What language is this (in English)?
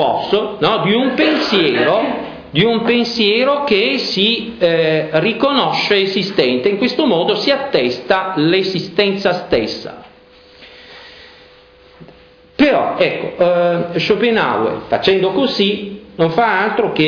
Italian